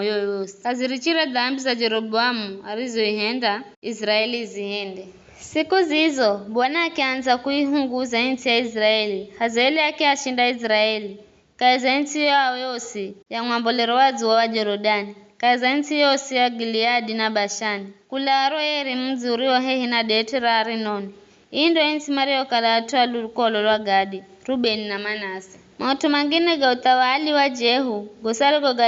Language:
Giryama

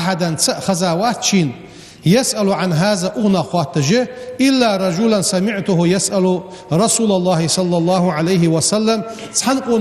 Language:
Ingush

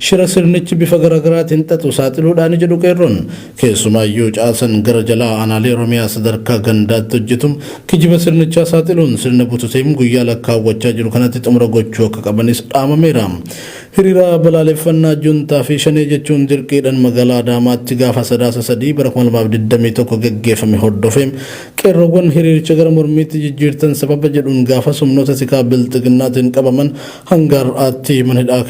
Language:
Oromo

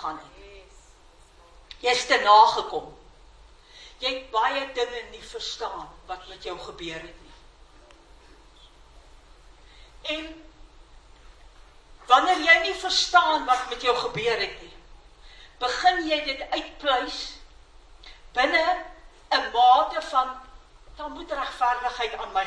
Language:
Afrikaans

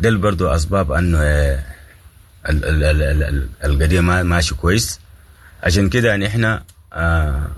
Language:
Sudanese Arabic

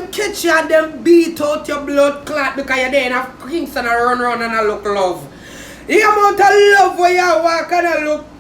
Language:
Jamaican Creole English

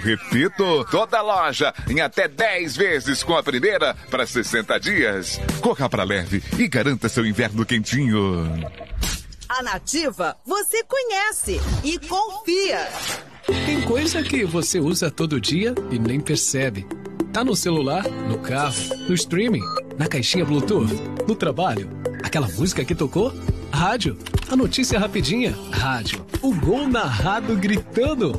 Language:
Portuguese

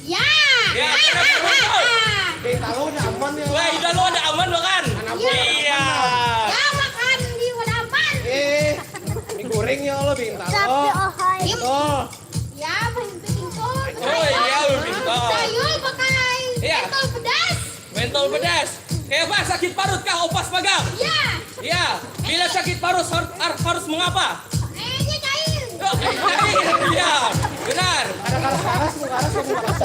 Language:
Banjar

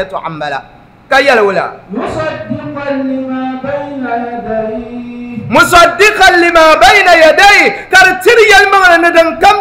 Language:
Dagbani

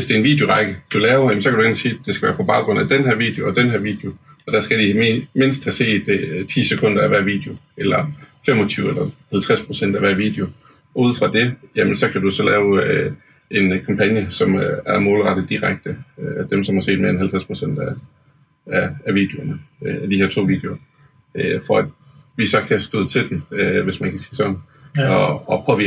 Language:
Danish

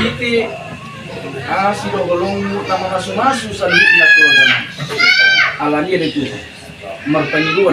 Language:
Batak Toba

